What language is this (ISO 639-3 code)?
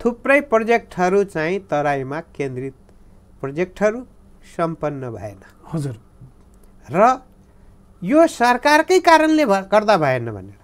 nep